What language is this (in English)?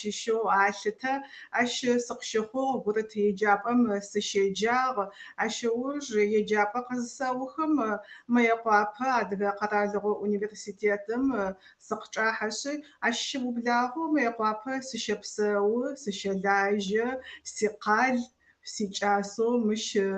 Adyghe